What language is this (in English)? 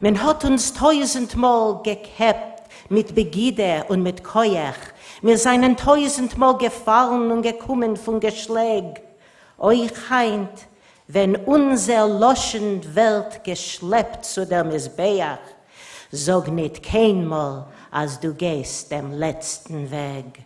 Yiddish